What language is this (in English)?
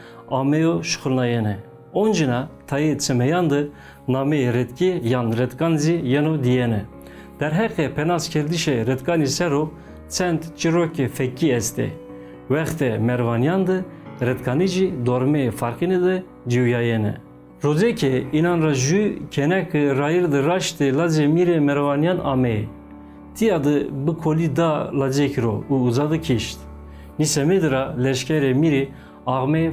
Zaza